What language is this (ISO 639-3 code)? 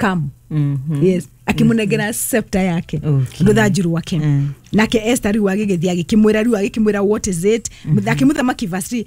kik